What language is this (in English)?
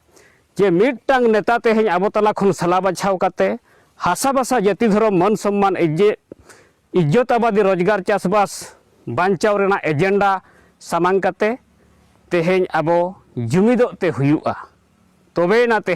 Santali